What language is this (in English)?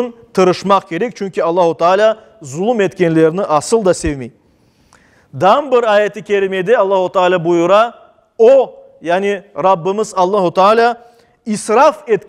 Crimean Tatar